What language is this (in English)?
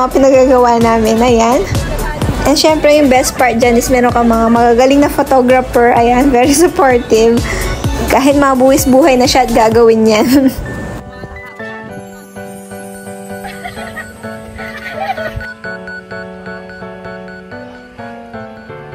Filipino